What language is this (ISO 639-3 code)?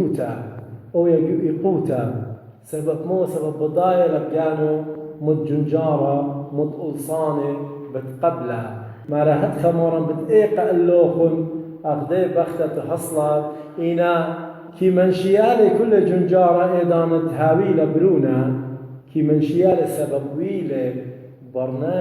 aii